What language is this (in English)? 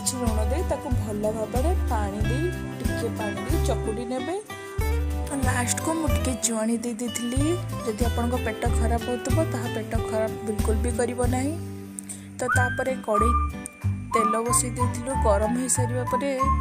Odia